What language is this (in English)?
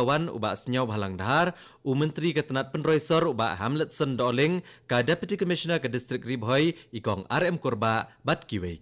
Khasi